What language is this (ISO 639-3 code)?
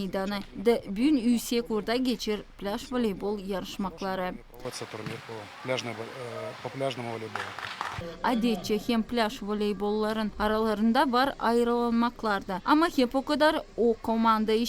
gag